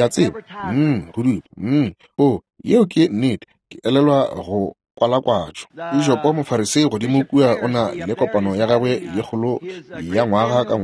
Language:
Northern Sotho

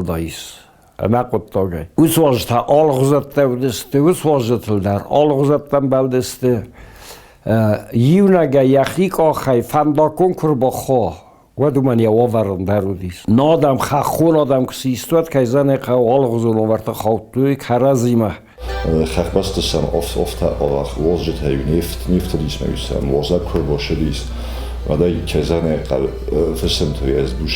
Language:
Ossetic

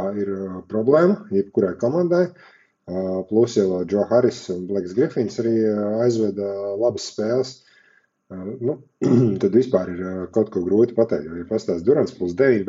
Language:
Latvian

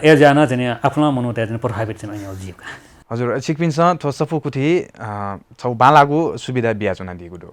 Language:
Newari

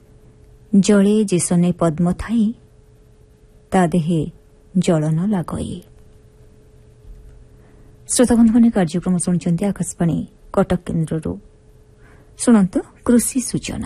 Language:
Odia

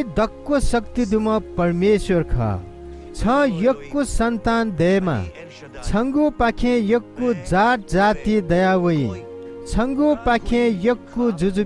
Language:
Newari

